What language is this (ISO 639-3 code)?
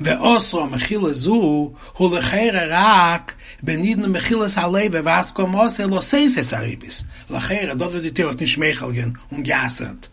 yid